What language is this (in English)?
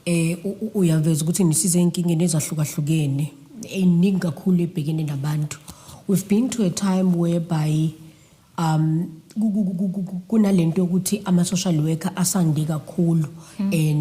Zulu